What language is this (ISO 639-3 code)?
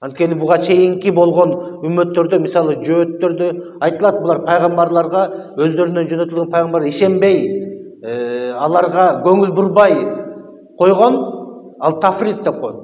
kir